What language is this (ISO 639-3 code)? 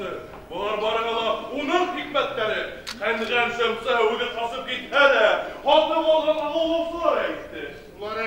bak